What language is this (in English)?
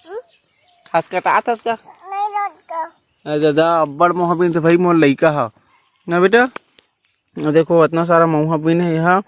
Chhattisgarhi